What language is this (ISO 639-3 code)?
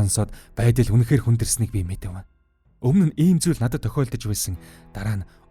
mon